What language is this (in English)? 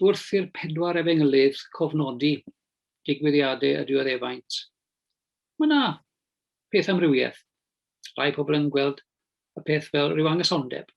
Welsh